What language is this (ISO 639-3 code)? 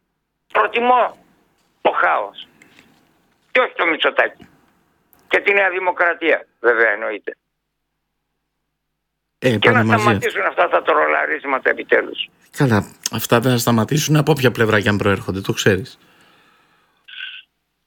ell